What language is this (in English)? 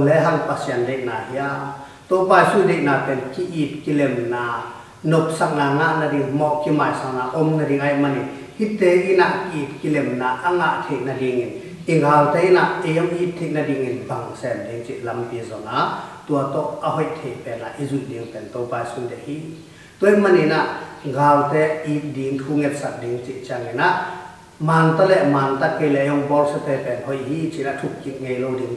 Tedim Chin